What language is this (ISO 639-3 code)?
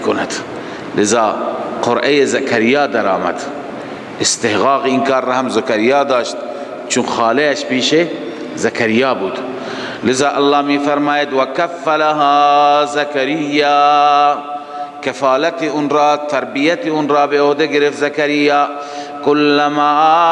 fas